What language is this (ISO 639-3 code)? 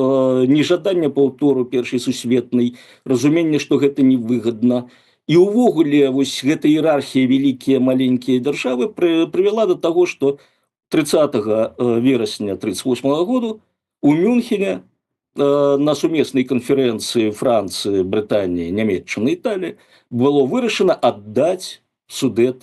bel